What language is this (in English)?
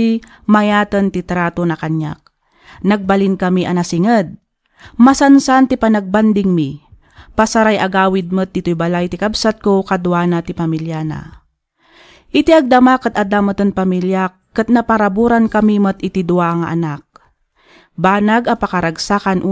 Iloko